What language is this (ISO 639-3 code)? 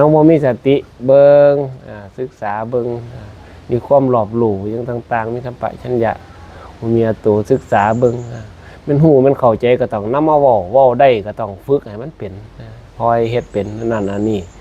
tts